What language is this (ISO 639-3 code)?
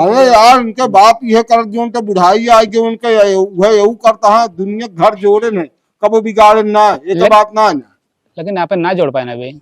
awa